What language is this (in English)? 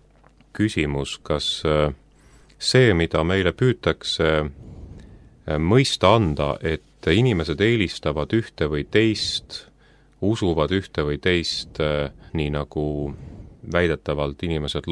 Estonian